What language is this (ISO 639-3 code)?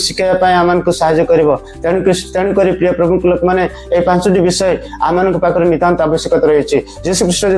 ori